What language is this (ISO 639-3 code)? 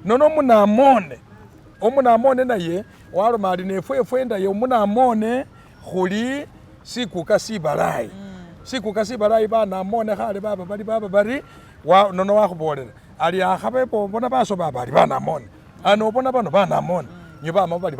myx